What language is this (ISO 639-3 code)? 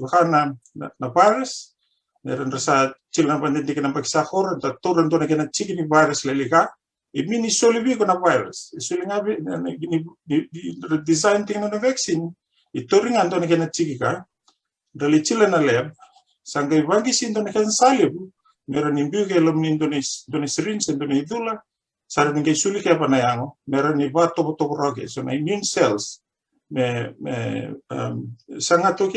fij